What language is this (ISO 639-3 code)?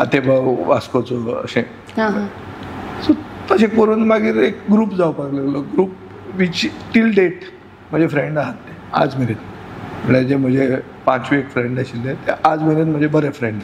kok